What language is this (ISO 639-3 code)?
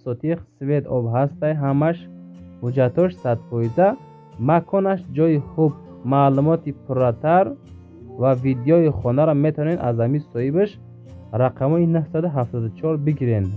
tgk